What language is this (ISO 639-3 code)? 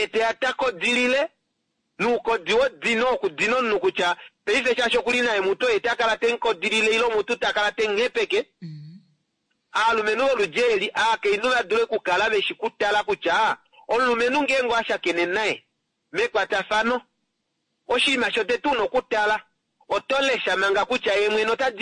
kua